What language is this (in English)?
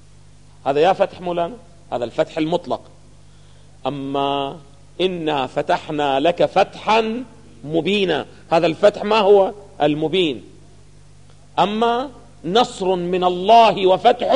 Arabic